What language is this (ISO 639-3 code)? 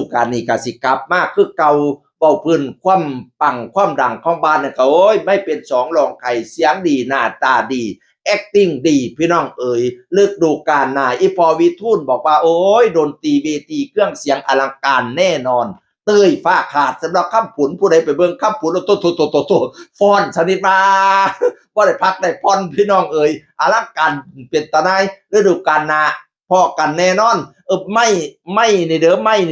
tts